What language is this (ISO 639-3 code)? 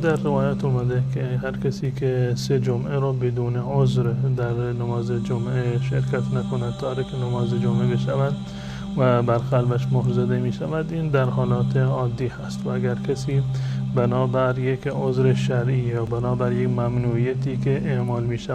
fas